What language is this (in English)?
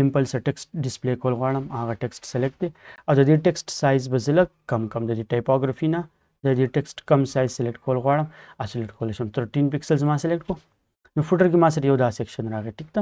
Pashto